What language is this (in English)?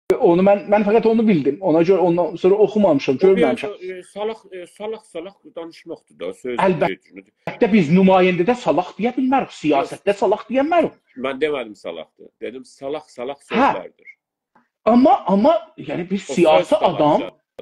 South Azerbaijani